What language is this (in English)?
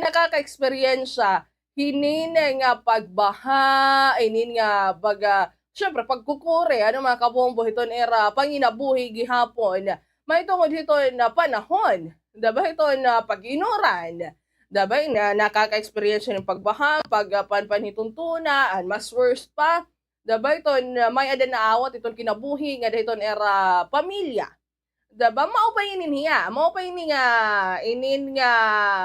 Waray